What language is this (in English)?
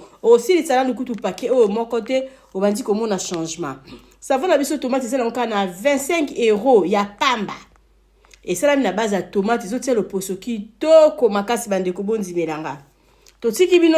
Lingala